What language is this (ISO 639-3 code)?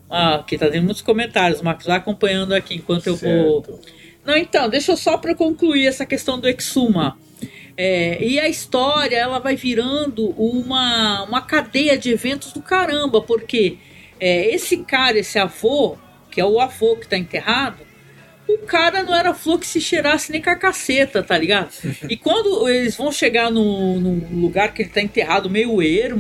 por